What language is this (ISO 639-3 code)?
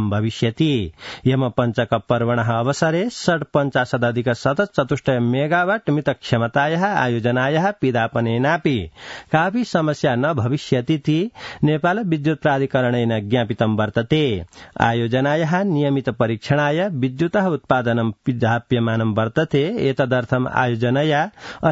san